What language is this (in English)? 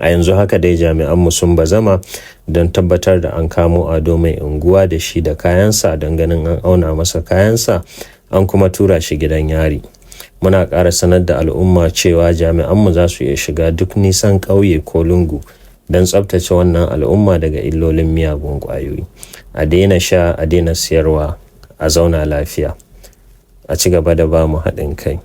Hausa